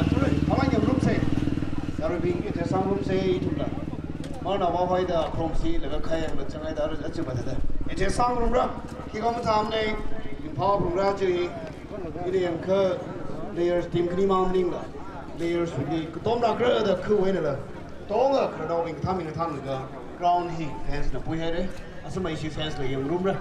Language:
Tangkhul Naga (India)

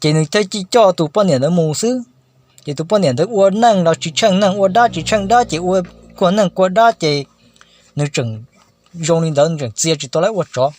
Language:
Hmong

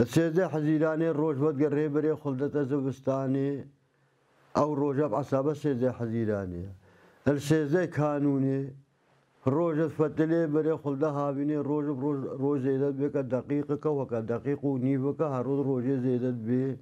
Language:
Kurdish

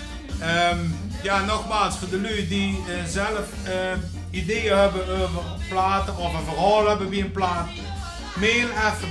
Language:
Limburgish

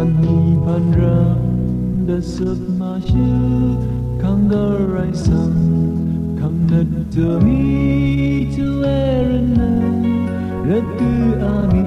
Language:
Rawang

